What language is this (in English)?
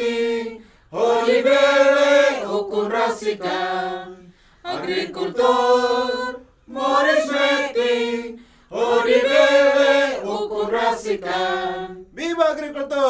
Tetum